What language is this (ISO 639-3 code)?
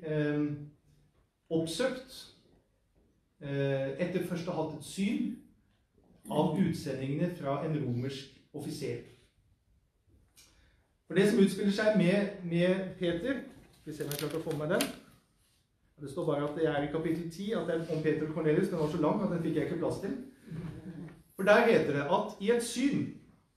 nor